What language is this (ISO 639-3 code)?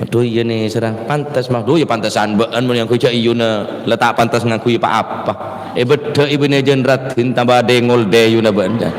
mad